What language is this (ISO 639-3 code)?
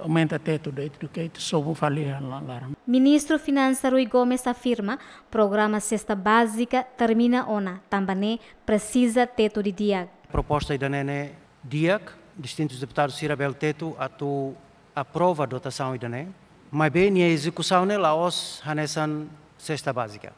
tet